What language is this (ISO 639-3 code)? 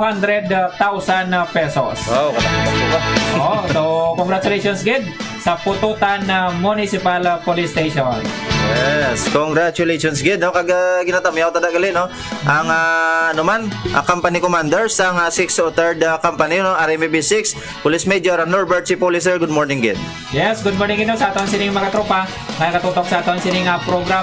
hil